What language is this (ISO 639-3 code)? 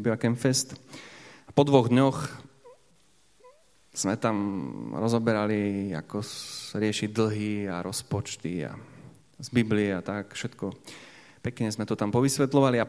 slk